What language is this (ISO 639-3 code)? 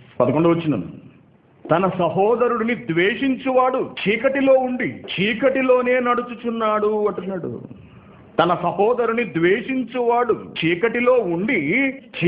tel